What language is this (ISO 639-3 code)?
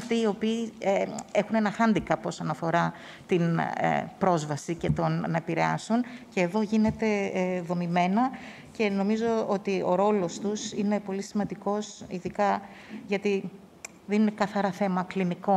ell